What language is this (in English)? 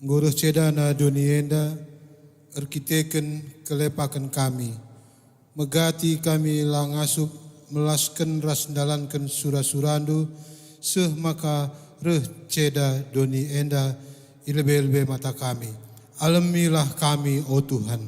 Batak Karo